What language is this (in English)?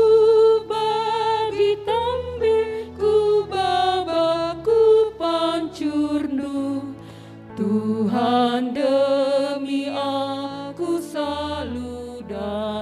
Batak Karo